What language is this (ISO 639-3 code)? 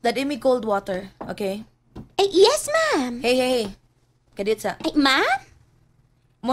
ceb